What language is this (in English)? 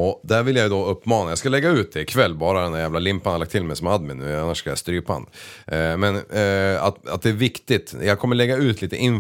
Swedish